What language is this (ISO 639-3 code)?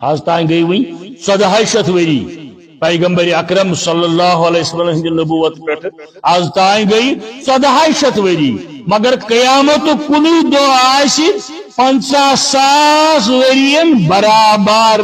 kas